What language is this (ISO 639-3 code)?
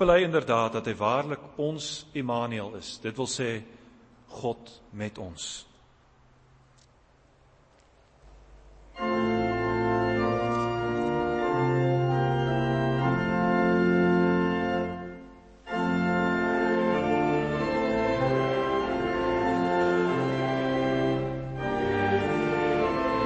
afr